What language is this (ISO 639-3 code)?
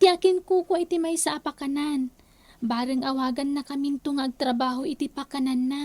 ilo